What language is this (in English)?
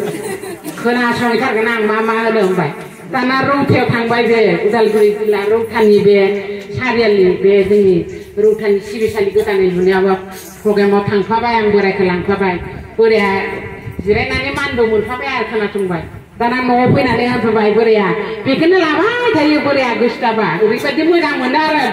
Bodo